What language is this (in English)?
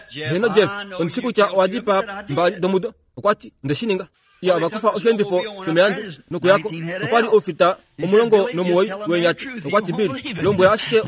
Kuanyama